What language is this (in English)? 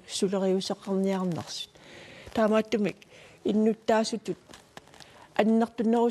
Kalaallisut